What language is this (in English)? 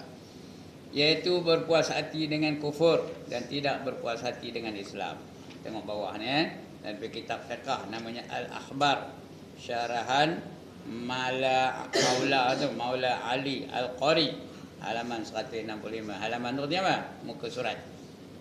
Malay